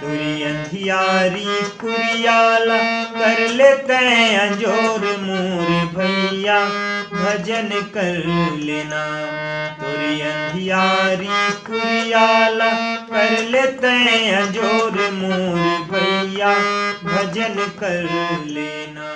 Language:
Chhattisgarhi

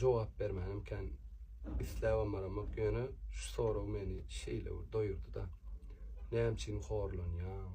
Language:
Turkmen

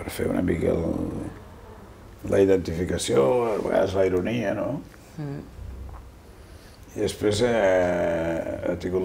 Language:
Catalan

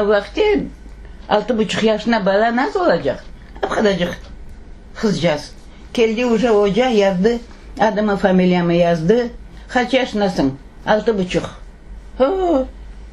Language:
Crimean Tatar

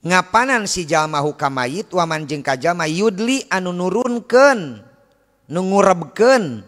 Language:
Sundanese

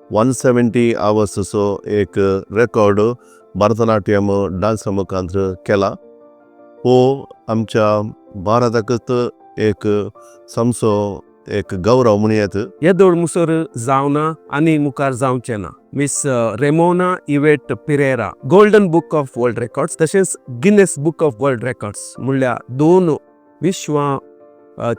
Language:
Konkani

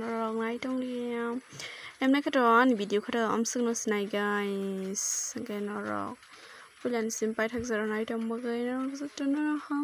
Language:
Kok Borok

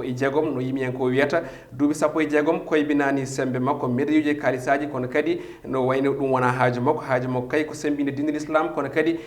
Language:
Fula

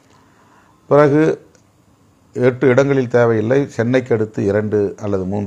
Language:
Tamil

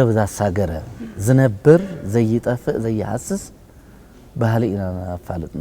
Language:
Tigrinya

